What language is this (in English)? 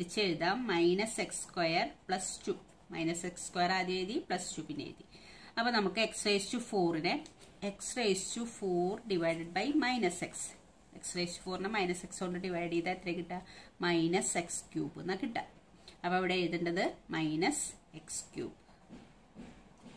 Malayalam